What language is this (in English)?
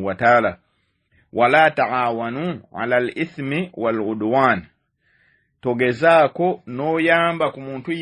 Ganda